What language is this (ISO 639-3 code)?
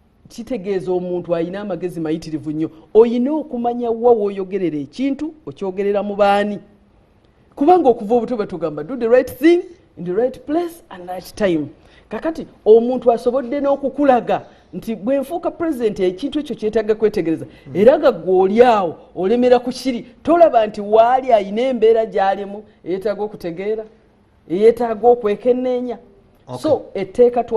lug